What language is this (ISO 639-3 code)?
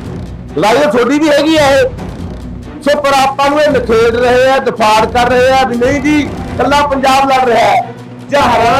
pan